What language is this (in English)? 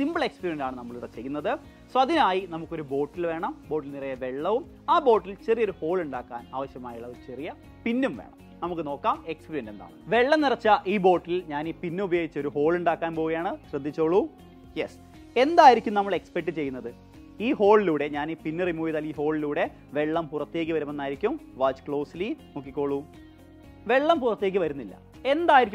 Malayalam